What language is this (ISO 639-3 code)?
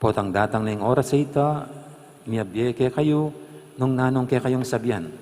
pam